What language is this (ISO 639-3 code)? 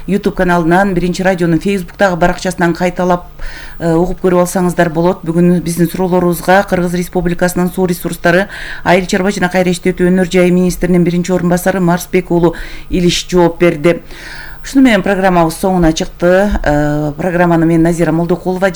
kir